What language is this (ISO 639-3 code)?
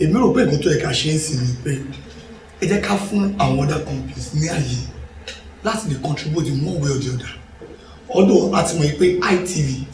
yor